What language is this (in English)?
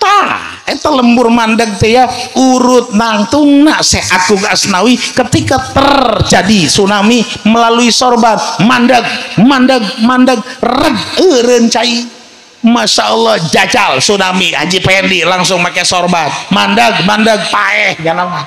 Sundanese